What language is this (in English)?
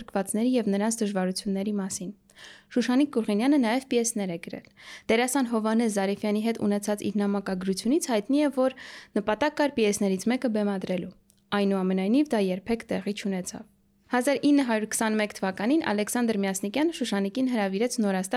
Armenian